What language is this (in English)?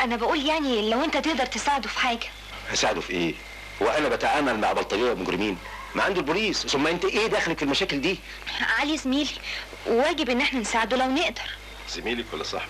Egyptian Arabic